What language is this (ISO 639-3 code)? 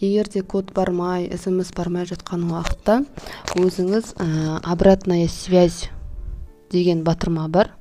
kaz